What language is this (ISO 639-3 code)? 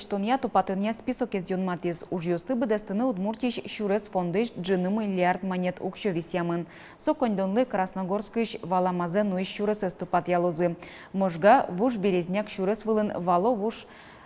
udm